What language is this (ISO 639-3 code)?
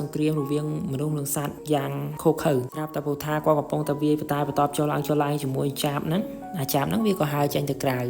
khm